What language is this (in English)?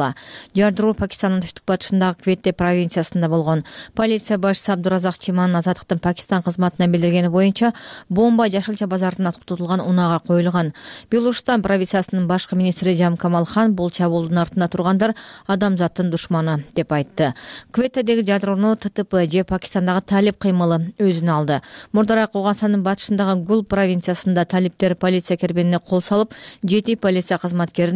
Kyrgyz